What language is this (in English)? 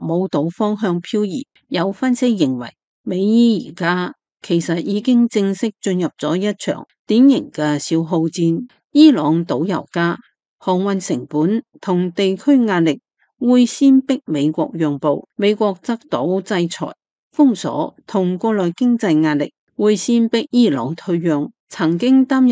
Cantonese